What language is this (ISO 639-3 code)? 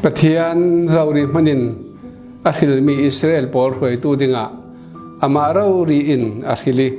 cfm